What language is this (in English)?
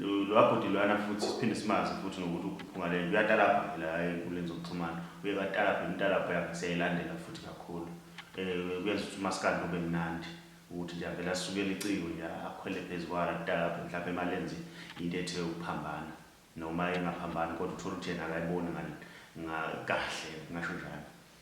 Zulu